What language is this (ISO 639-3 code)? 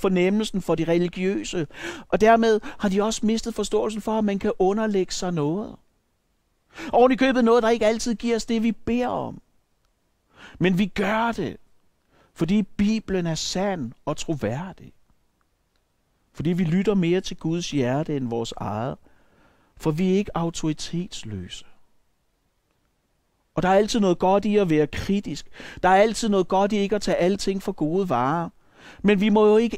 dan